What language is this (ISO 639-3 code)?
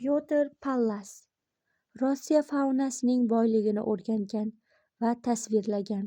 uzb